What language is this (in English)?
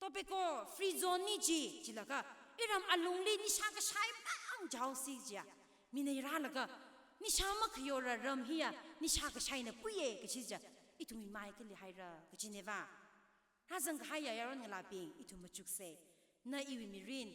Tangkhul Naga (India)